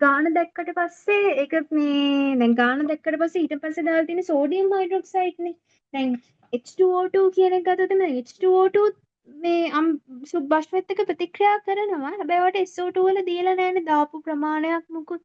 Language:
Sinhala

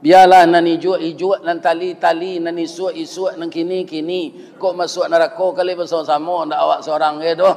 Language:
Minangkabau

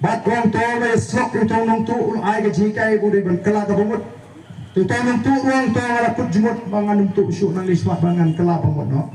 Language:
Khasi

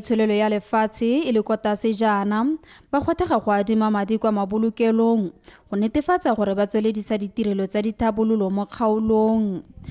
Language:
Tswana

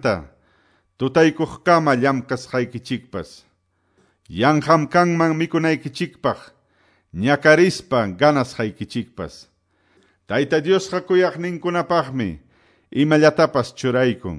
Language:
Quechua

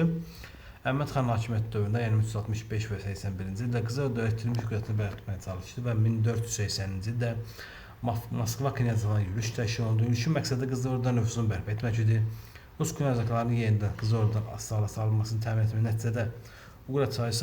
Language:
Azerbaijani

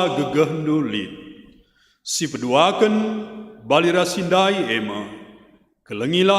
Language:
Batak Karo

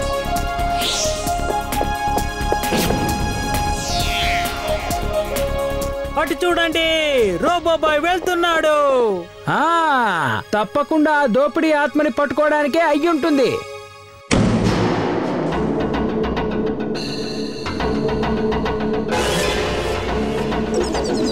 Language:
Telugu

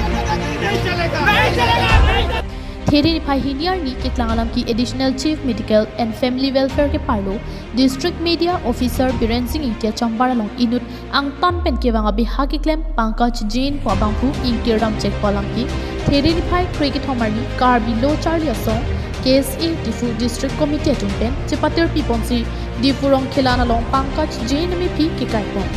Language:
Karbi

